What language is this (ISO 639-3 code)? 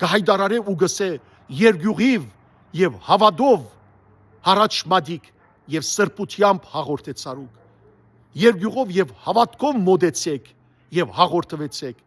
hyw